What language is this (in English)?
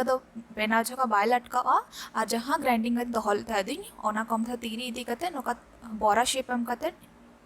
Santali